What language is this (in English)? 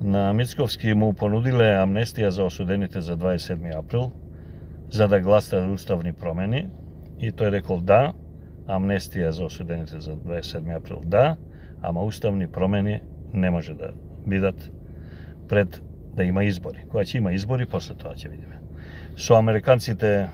Macedonian